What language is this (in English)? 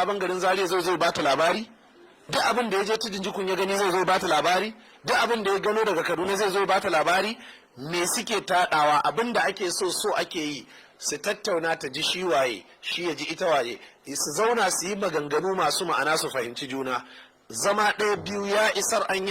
Hausa